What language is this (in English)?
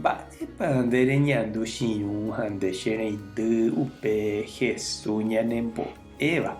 Guarani